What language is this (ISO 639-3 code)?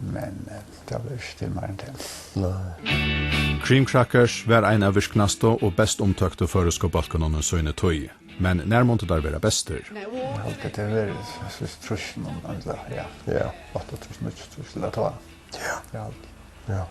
fao